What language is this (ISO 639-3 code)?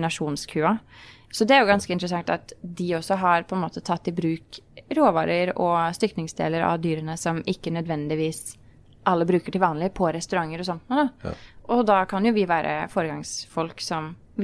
nor